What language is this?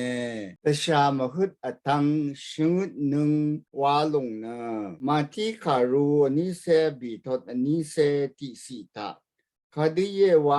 Rawang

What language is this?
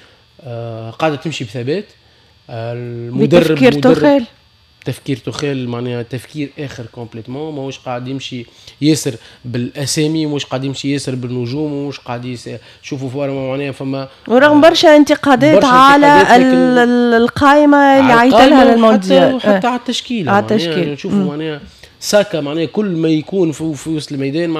Tunisian Arabic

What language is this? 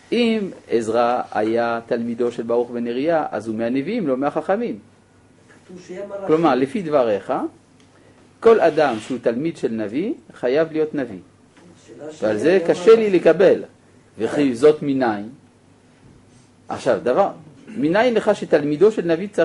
Hebrew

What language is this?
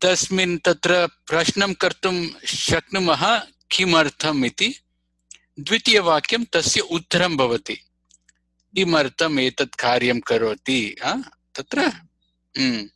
Sanskrit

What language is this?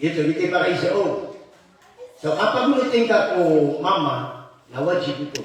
Maranao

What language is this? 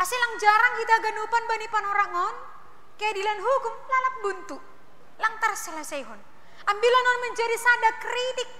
Batak Simalungun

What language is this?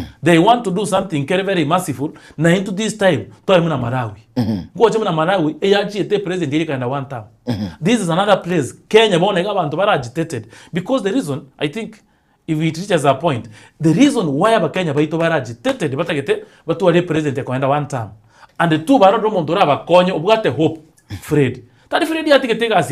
Gusii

